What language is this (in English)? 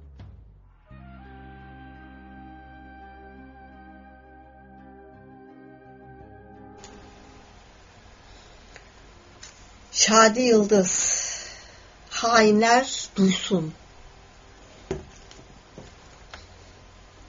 Turkish